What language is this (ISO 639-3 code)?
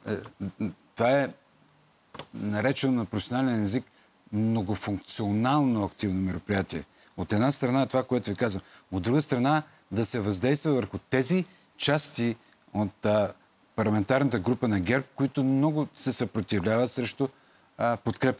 bul